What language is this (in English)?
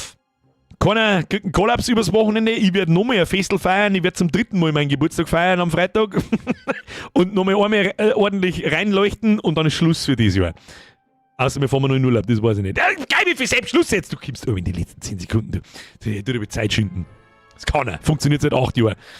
Bavarian